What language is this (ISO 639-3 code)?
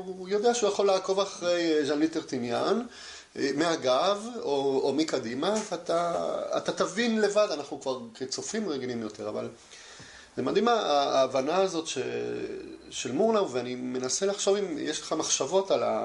heb